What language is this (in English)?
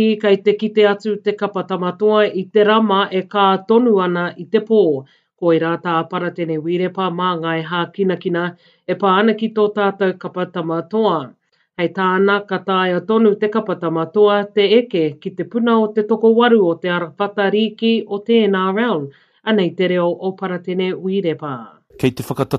Māori